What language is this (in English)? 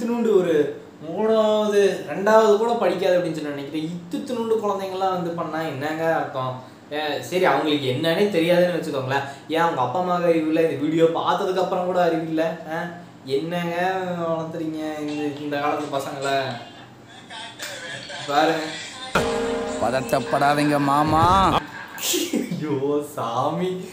Tamil